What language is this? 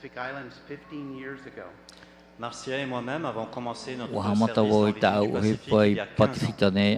Tahitian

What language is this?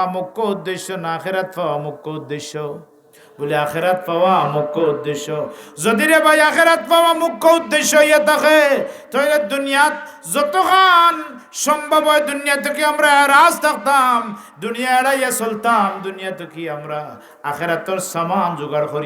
Sylheti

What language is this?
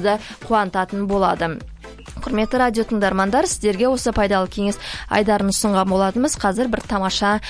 Kazakh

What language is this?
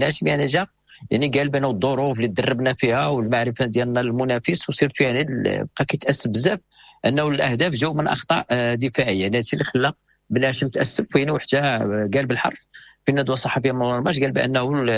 Moroccan Arabic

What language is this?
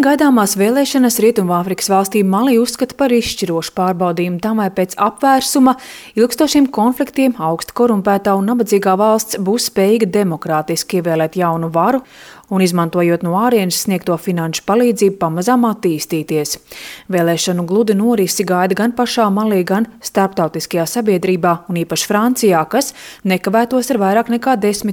Latvian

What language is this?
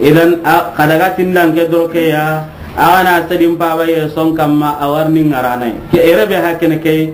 Soninke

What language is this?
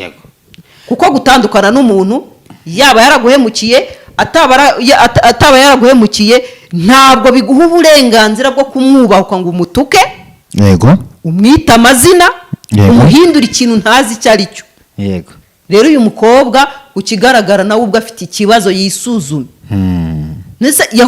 Kinyarwanda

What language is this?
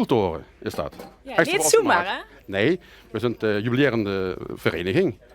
Limburgish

